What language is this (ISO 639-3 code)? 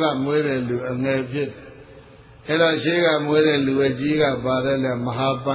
mya